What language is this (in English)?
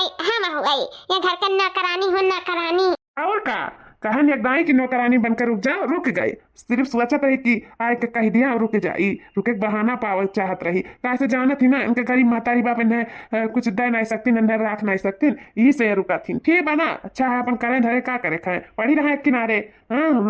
Awadhi